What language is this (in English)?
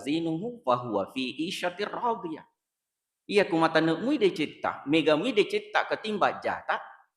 Buginese